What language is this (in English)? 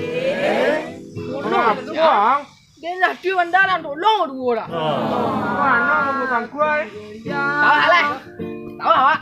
Minangkabau